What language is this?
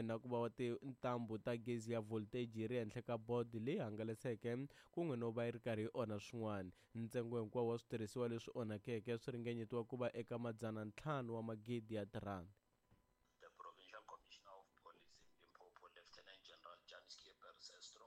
Tsonga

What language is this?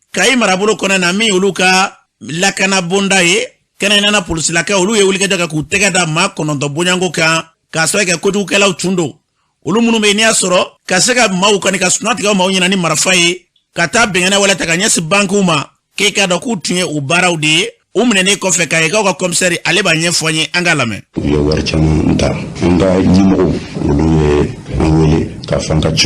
Bambara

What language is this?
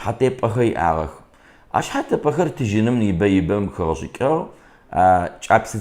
Kabardian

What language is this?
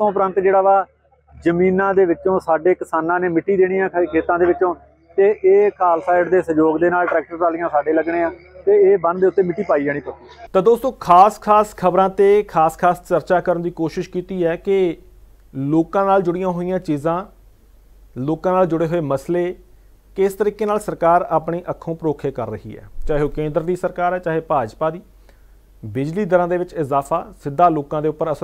Punjabi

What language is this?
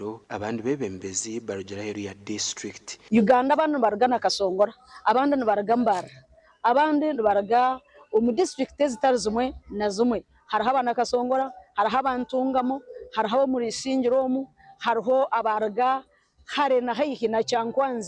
Nyankole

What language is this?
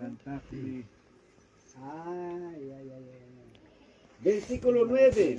Ayacucho Quechua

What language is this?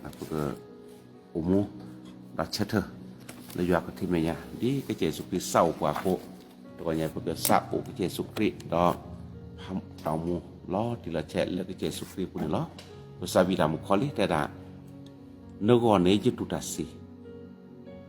S'gaw Karen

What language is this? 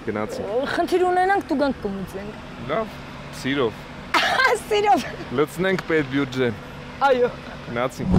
Armenian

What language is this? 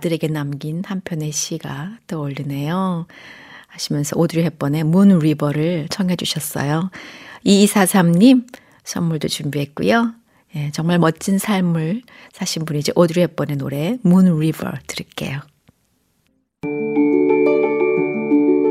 Korean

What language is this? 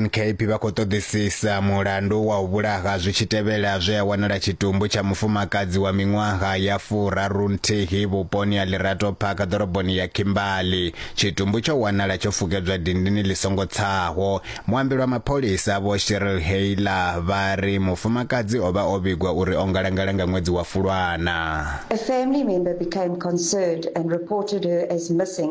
Venda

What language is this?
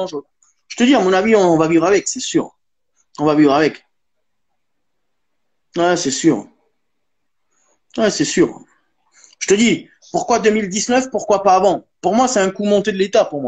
French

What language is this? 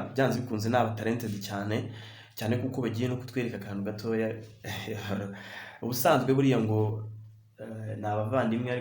Kinyarwanda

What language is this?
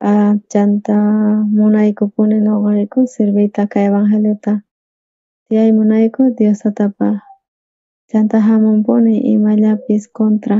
South Bolivian Quechua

